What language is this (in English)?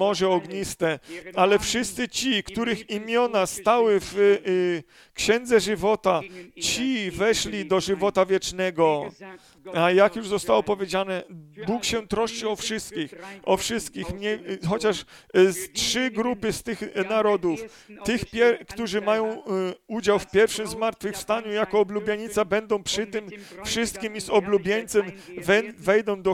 Polish